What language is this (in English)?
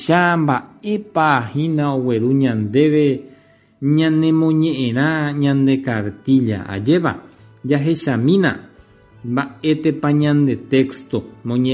Guarani